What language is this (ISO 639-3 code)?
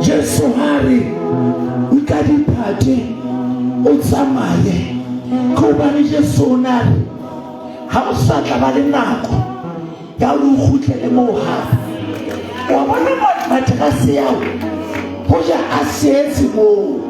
sot